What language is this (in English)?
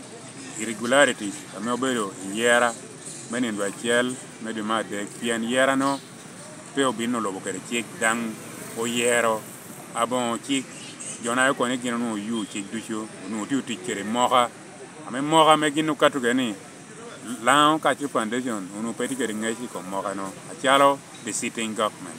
Lango (Uganda)